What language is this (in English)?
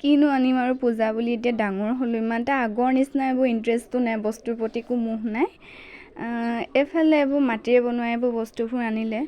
Assamese